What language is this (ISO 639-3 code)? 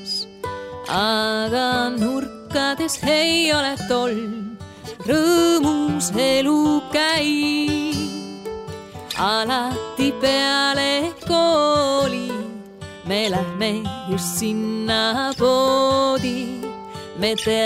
est